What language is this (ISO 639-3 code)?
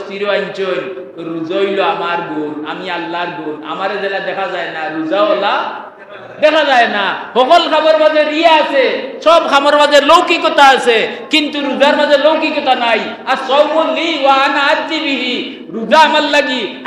syl